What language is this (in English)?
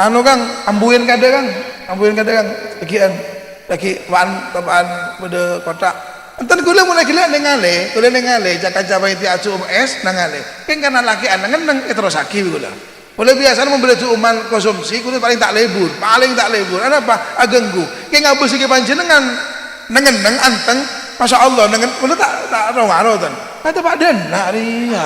Madurese